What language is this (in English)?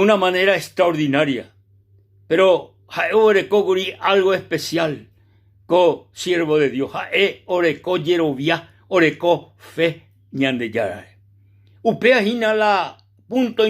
Guarani